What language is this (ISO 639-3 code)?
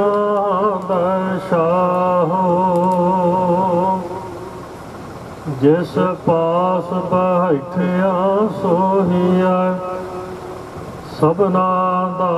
pan